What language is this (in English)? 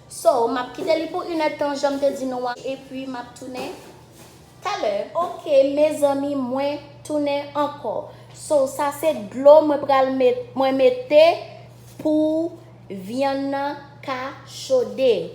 Haitian Creole